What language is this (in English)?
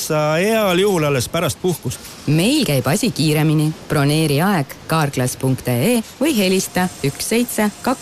Estonian